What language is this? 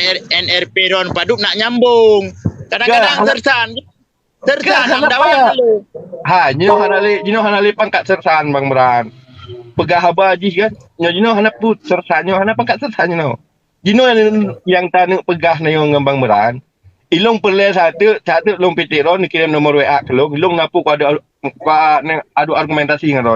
Achinese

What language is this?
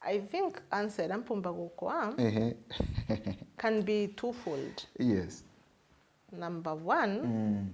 Meru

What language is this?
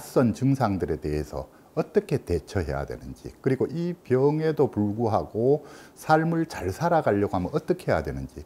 Korean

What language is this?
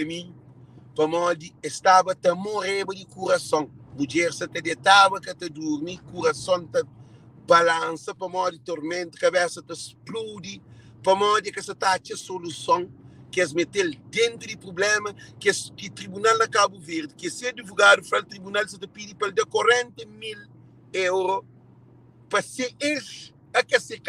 Kabuverdianu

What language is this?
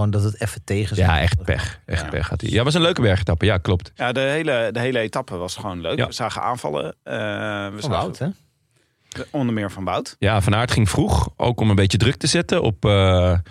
Dutch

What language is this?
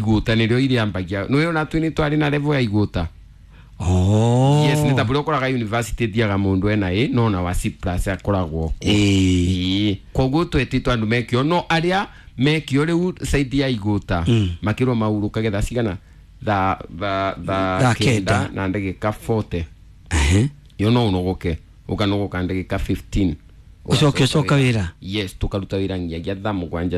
Kikuyu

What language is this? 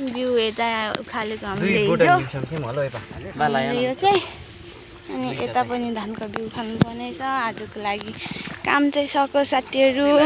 Nepali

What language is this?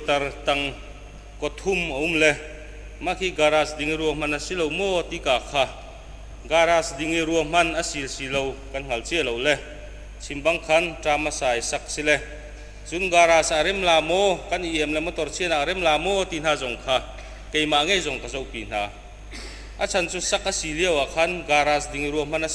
Hakha Chin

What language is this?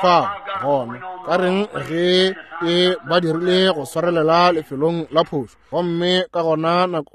Northern Sotho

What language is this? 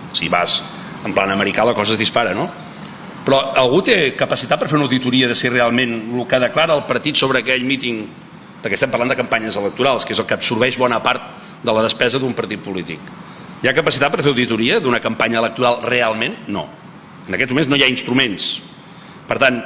Catalan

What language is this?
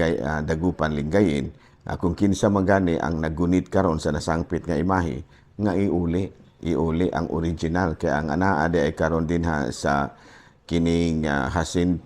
Cebuano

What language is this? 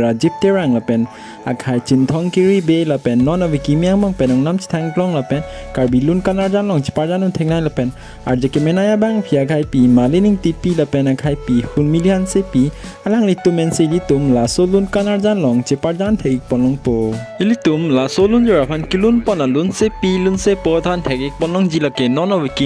Karbi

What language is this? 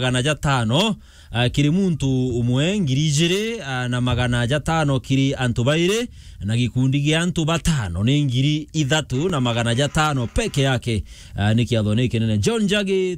Meru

